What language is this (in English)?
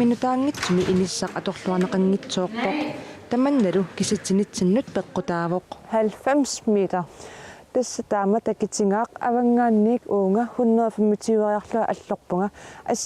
Kalaallisut